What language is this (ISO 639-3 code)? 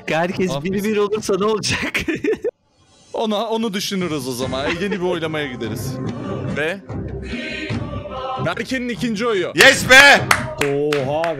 tur